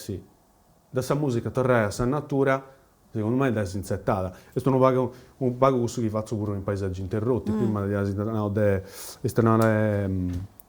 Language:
Sardinian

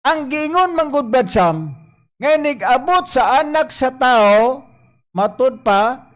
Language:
Cebuano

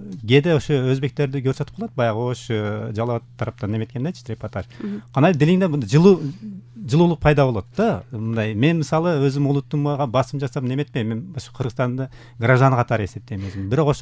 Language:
Kyrgyz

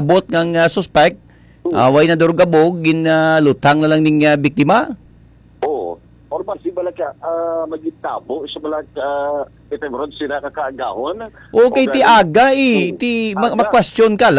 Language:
Hiligaynon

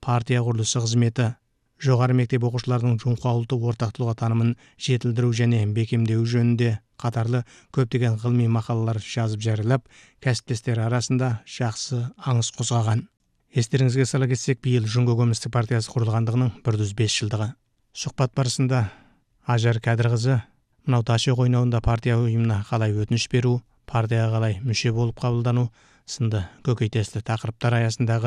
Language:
Kazakh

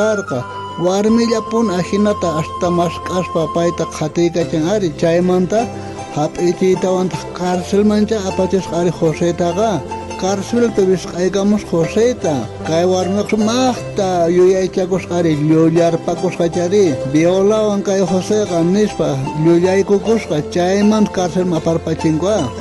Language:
South Bolivian Quechua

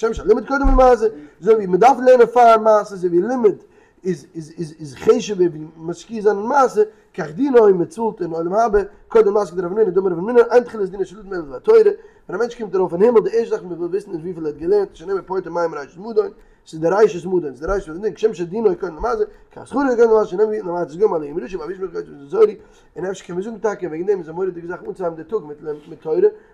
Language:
Yiddish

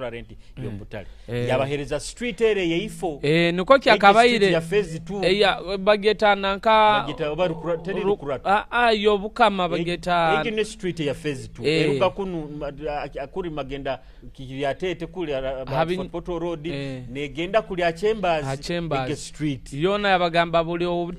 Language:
Nyoro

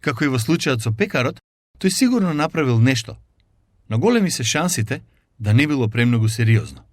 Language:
Macedonian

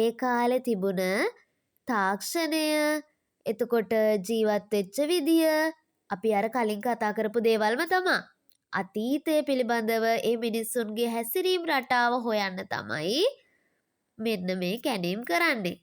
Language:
Sinhala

